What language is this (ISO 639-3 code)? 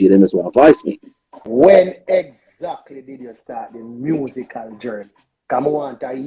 jam